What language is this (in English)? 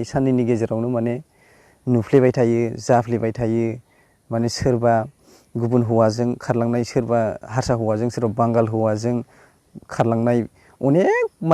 Bodo